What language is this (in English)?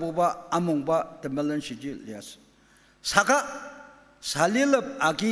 Ao Naga